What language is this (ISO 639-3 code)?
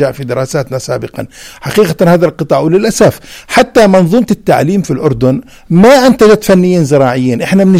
apc